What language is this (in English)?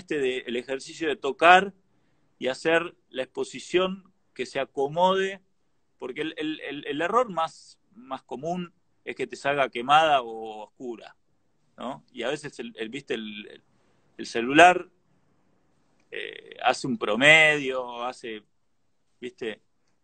Spanish